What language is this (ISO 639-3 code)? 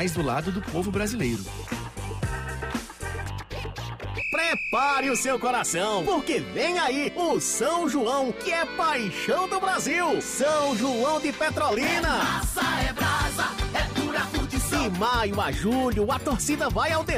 por